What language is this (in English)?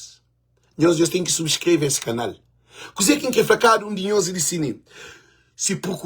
Kabuverdianu